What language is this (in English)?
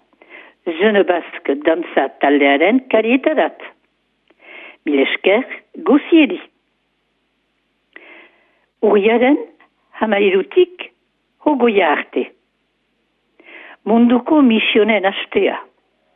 Basque